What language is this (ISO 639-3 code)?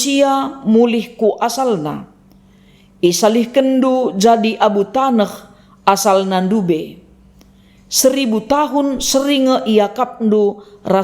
btx